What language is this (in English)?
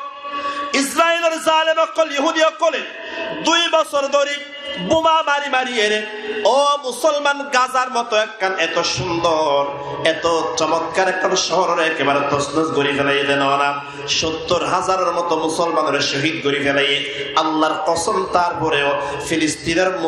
Rohingya